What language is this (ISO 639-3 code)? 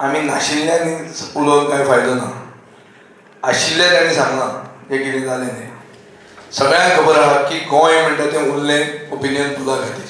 kok